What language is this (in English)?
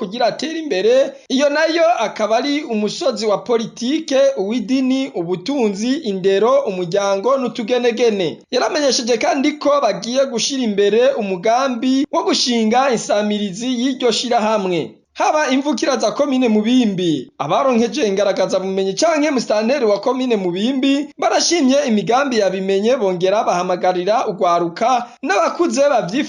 Rundi